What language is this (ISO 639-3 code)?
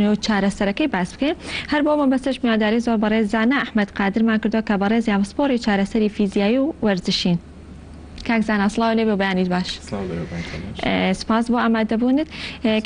ckb